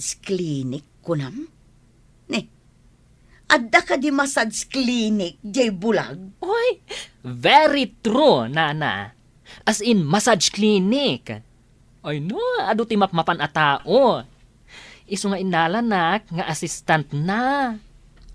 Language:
Iloko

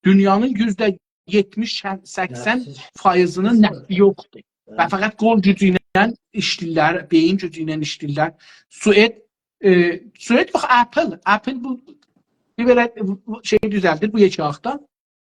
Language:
South Azerbaijani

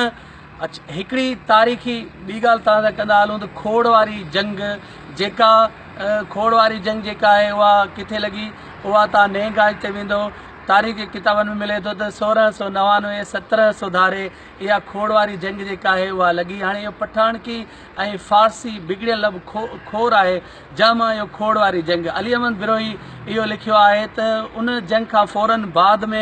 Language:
Sindhi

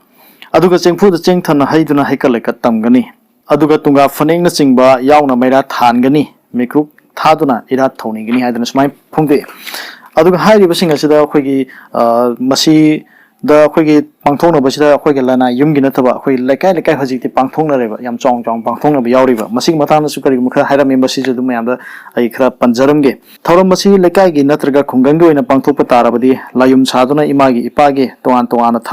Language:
Manipuri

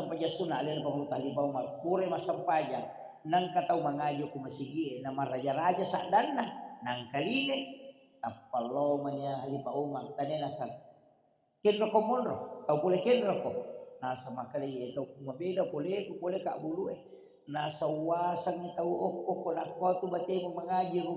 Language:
Buginese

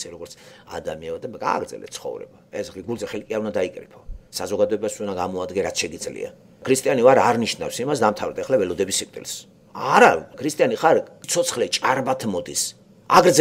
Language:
Georgian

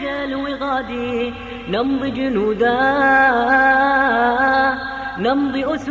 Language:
Bosnian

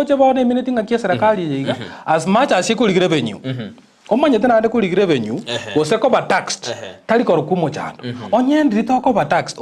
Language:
Gusii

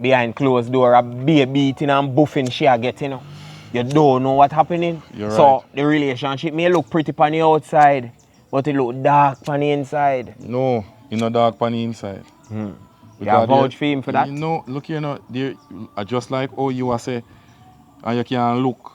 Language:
Jamaican Creole English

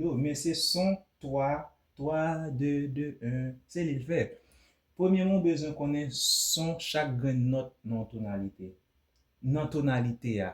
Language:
Haitian Creole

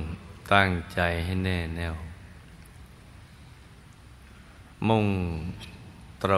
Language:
Thai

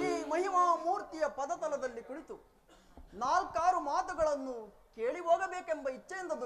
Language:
Kannada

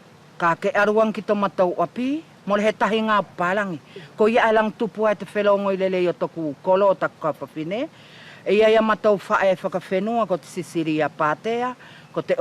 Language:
Wallisian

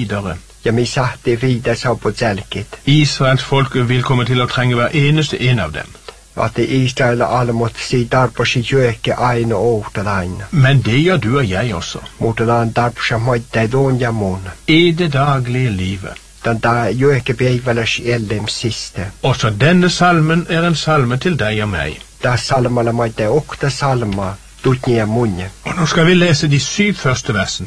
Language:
Norwegian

